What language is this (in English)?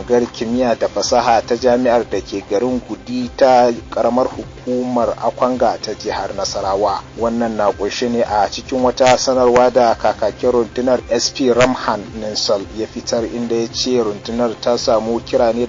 Hausa